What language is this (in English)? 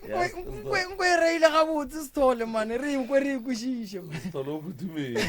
Northern Sotho